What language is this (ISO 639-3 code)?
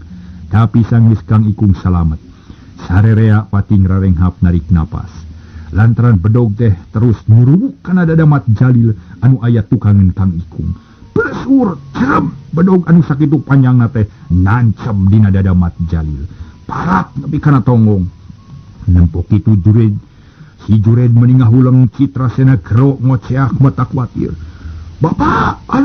sun